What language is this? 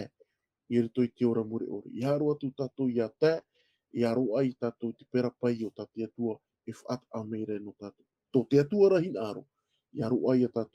Tahitian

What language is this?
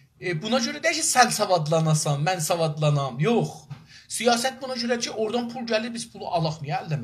South Azerbaijani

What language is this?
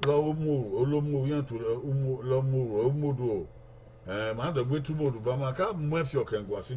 Bini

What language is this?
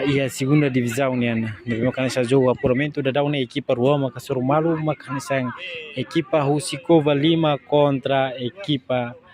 Tetum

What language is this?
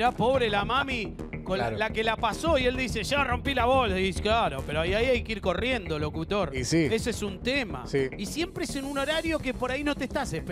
Spanish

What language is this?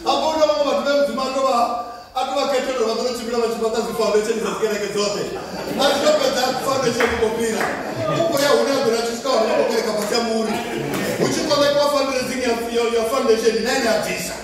Venda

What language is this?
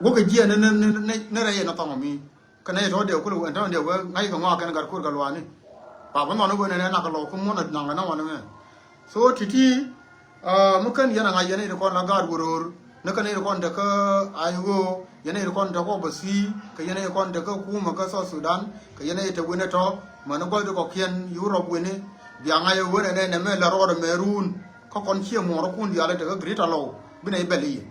Nuer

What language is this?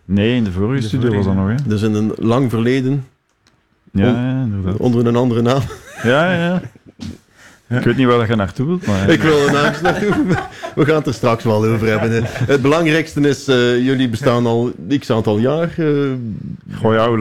Dutch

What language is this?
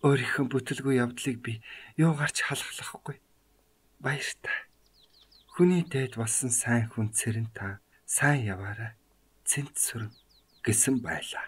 Mongolian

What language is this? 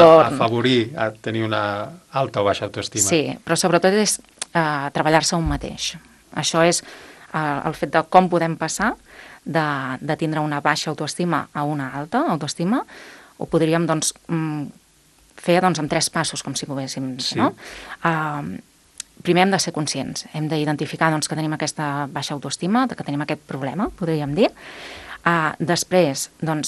Catalan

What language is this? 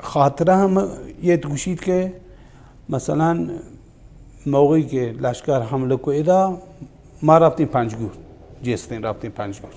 Baluchi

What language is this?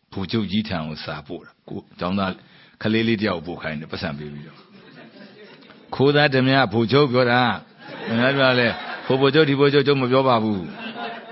Burmese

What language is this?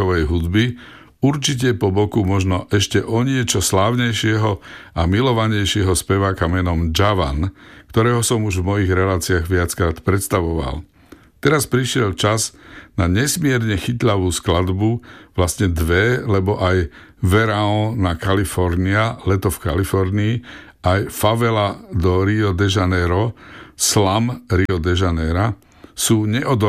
Slovak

